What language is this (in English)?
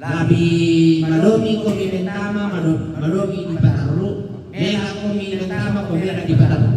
Toraja-Sa'dan